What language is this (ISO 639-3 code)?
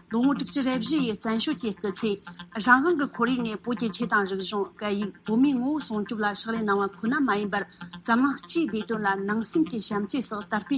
bod